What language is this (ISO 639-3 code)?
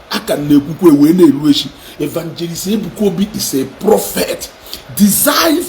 ibo